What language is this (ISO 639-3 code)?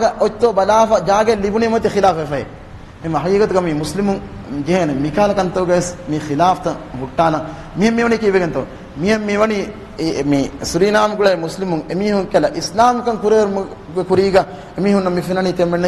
div